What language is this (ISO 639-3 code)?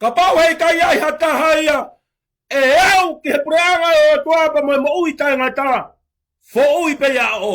ton